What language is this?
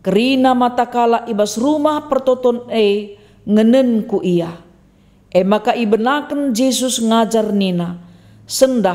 Batak Karo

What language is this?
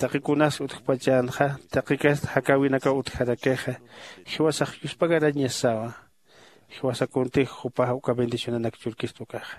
Aymara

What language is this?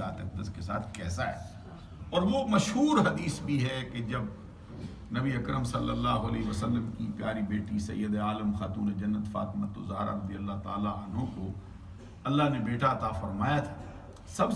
Urdu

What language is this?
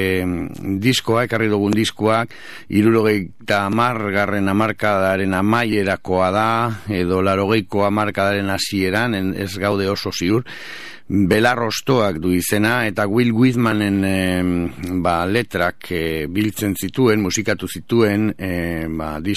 Basque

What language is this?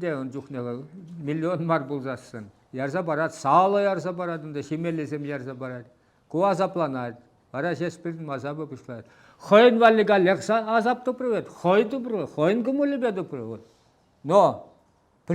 Chuvash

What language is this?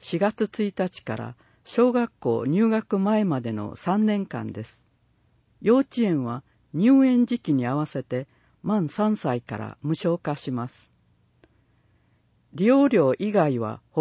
Japanese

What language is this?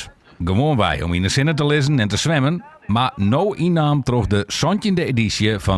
Western Frisian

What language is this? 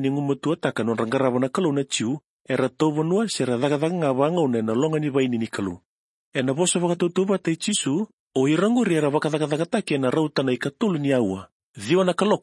Fijian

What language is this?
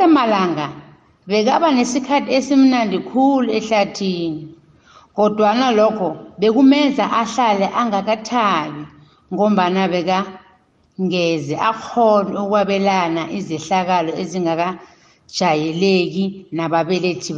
South Ndebele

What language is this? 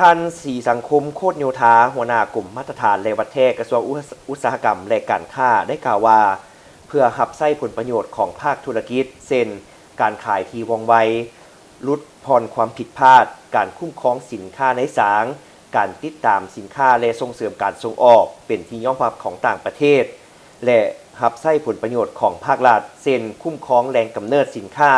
Lao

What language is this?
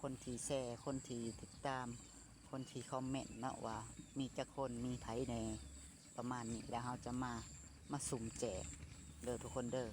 Lao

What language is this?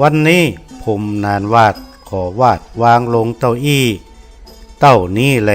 Northern Thai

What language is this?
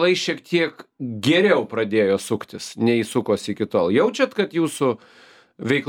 Lithuanian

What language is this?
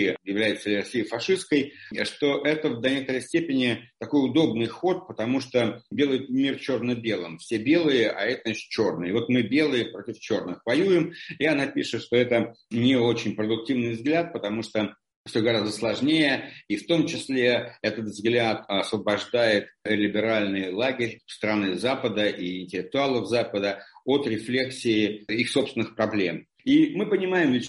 Russian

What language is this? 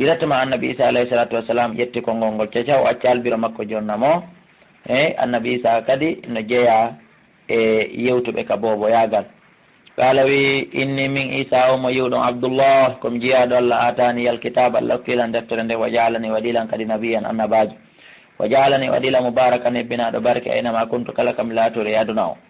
Fula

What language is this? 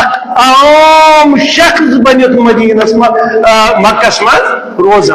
Kashmiri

